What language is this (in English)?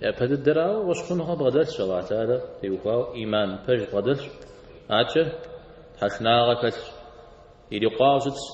Kabardian